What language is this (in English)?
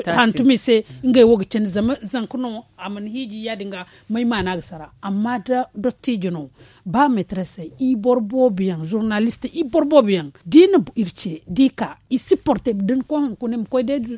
Zarma